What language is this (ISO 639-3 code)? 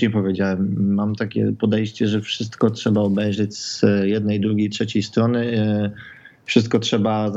pol